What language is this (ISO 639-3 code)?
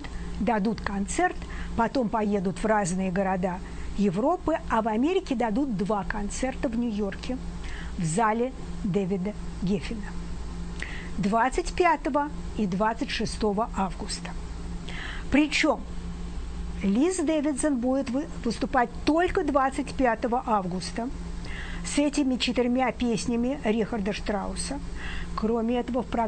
rus